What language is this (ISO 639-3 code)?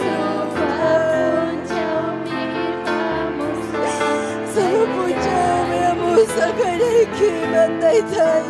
quy